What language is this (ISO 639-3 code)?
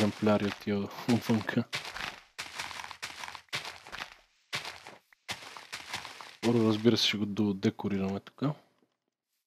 bul